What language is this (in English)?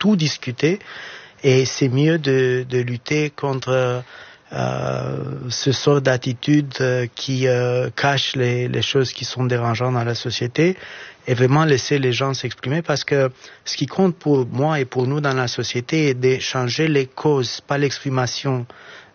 French